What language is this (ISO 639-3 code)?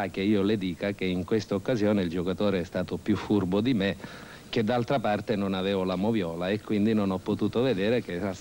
ita